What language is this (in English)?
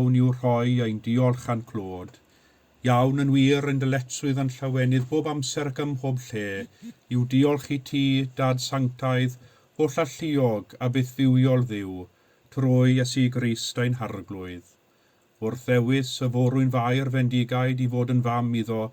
Welsh